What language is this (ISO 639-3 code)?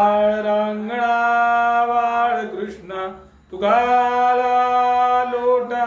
mar